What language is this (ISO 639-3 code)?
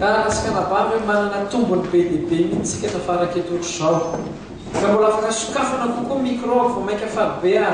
mlg